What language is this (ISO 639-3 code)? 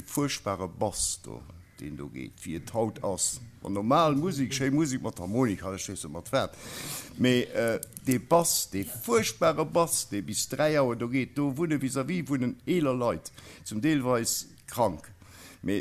ltz